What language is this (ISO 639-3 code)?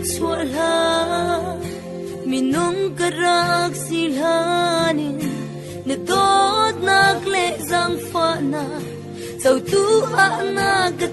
cfm